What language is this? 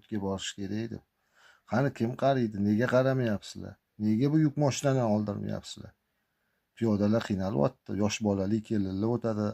Uzbek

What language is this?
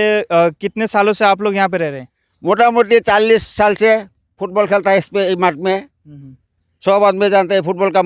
Sadri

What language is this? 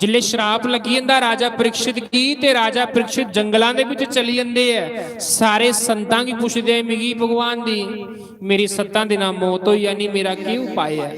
Dogri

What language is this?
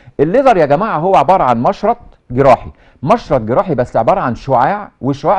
Egyptian Arabic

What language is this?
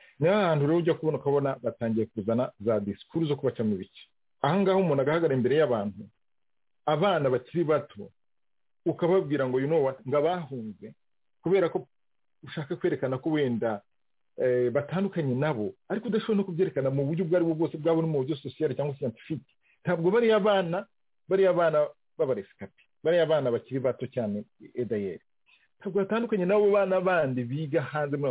Kinyarwanda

